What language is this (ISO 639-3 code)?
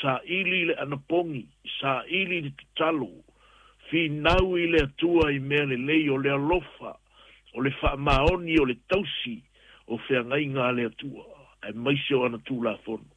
smo